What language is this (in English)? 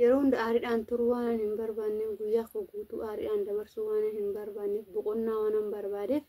Oromo